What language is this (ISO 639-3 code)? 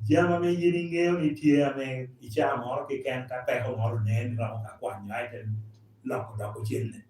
laj